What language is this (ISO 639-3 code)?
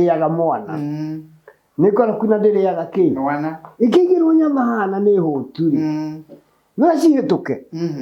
kik